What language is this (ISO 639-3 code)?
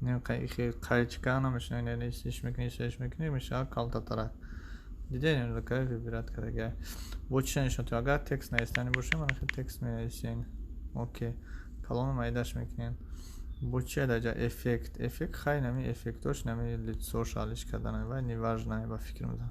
tgk